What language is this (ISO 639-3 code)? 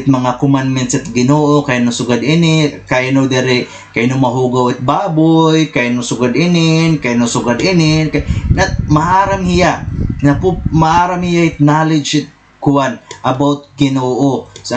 war